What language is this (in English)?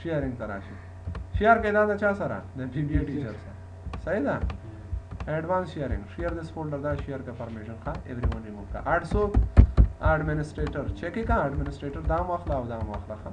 Pashto